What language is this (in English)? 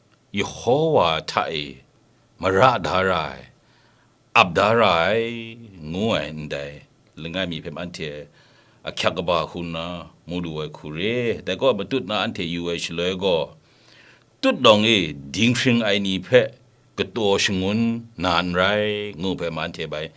Kachin